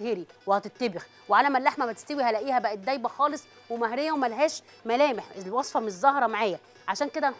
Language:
Egyptian Arabic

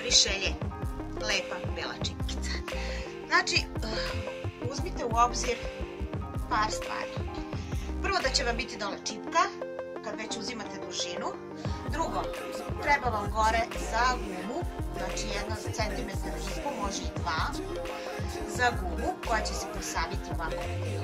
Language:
Serbian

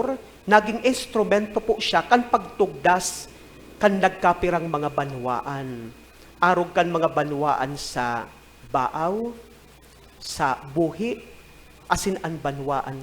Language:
Bikol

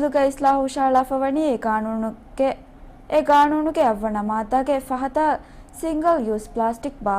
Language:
Divehi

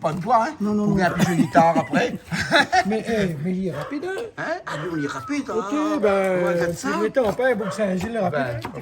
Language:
Réunion Creole French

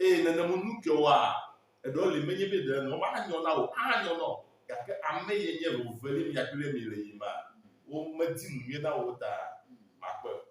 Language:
Ewe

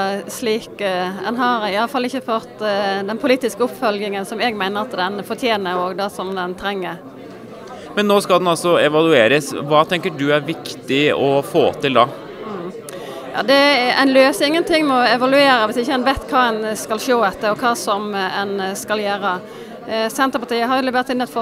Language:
Norwegian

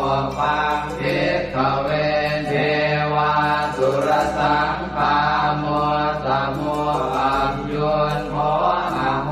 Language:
Pali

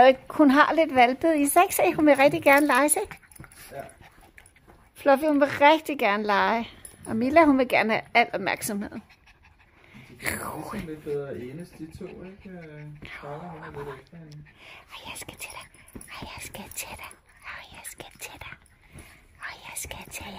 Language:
Danish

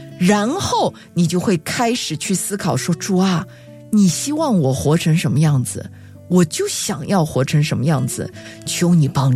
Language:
Chinese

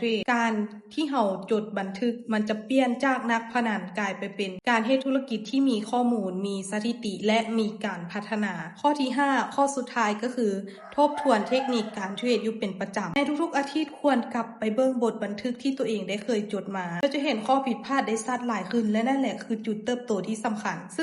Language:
Lao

